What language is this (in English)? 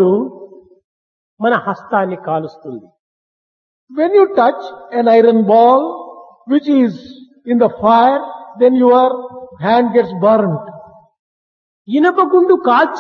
Telugu